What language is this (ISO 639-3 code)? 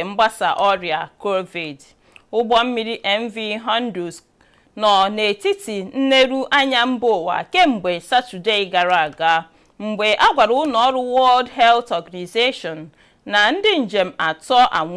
ibo